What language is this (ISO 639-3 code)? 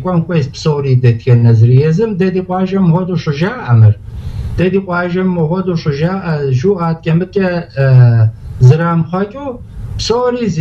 kbd